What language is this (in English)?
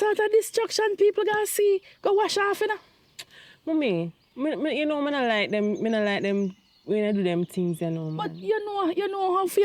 Jamaican Creole English